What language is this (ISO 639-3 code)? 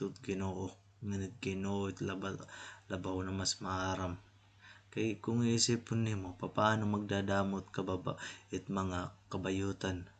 war